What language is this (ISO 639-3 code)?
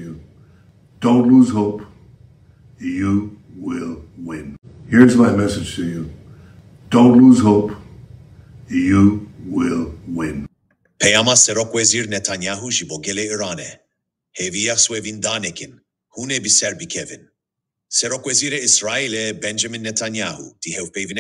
kur